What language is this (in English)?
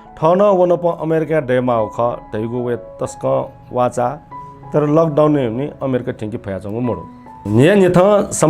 Newari